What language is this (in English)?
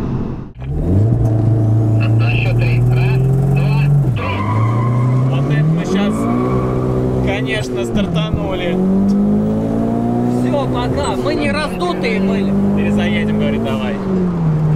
Russian